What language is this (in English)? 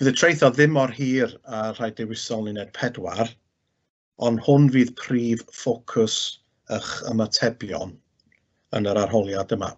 Welsh